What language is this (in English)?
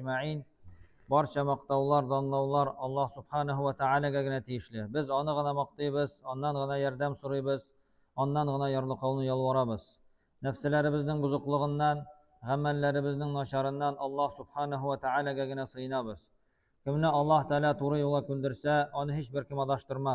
Tatar